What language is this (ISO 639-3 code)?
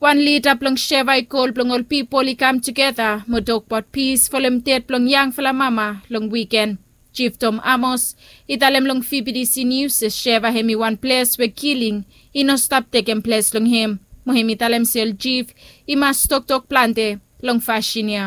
bis